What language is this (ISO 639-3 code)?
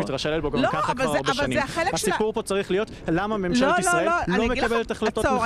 heb